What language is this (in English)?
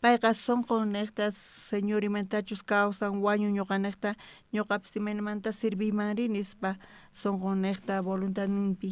South Bolivian Quechua